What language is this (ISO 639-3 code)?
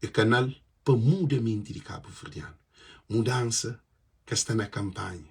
kea